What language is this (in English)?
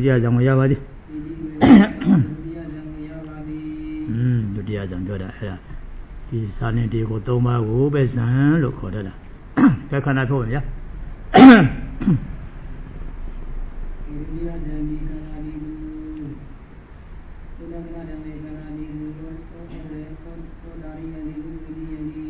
Burmese